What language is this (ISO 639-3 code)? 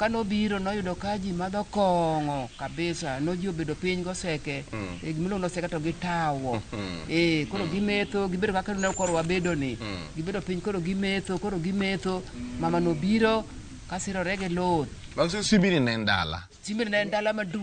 luo